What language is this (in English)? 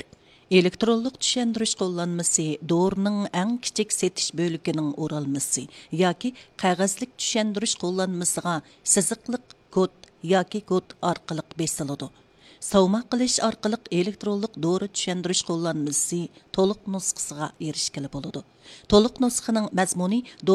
Uyghur